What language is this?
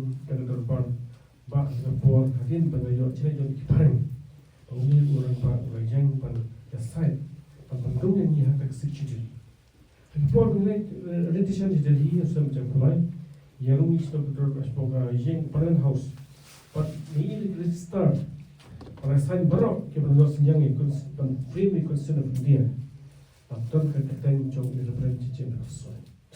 Khasi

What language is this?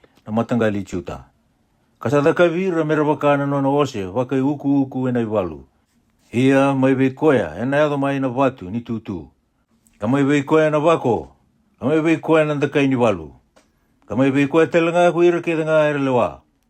Fijian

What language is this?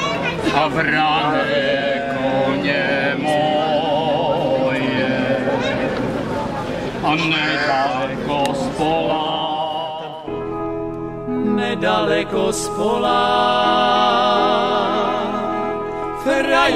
Czech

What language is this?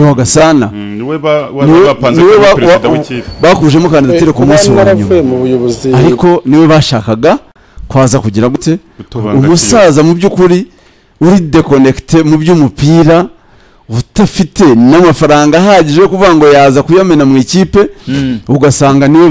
Kinyarwanda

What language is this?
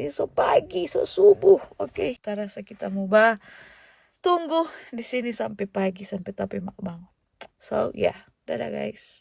Manado Malay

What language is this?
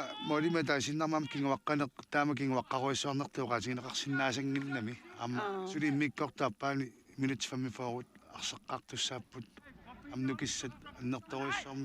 Kalaallisut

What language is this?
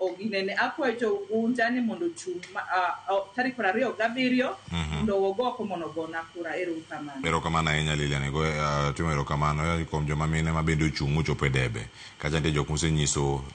Luo (Kenya and Tanzania)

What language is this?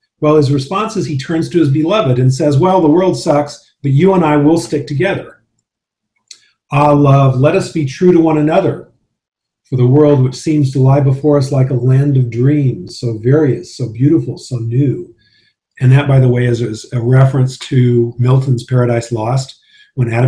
English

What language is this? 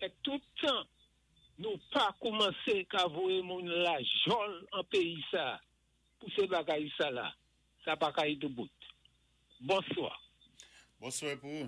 Saint Lucian Creole French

